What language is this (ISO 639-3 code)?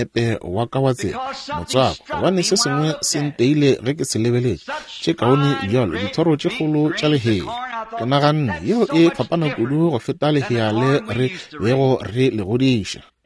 nso